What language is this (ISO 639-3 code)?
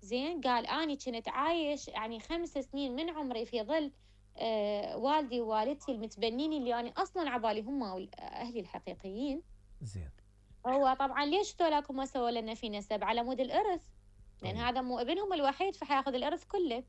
acm